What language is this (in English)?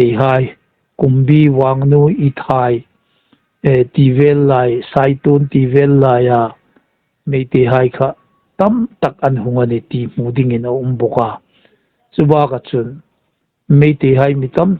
Hmar